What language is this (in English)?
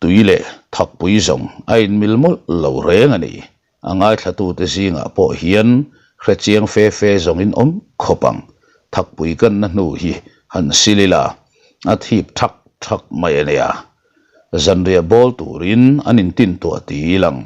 Mizo